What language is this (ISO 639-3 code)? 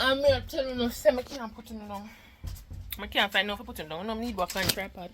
jam